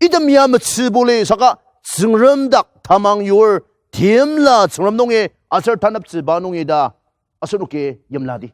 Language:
Ao Naga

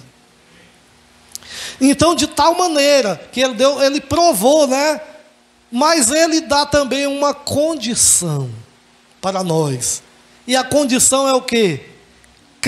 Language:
Portuguese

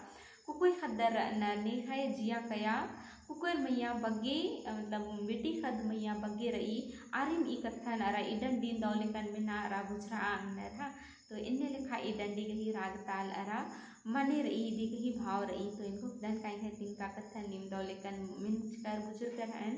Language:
Kurukh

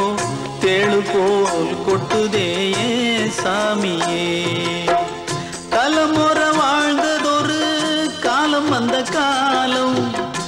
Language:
Tamil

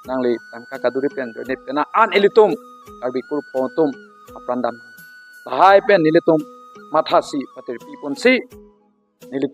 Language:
Karbi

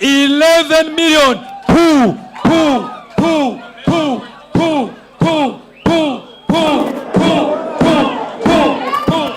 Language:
Nyanja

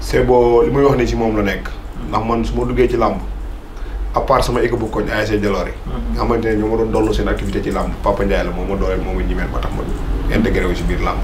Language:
Wolof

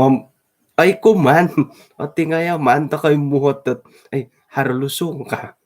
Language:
Central Dusun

